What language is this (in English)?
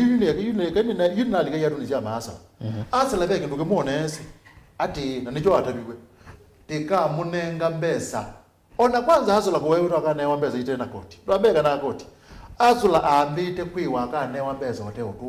Kamba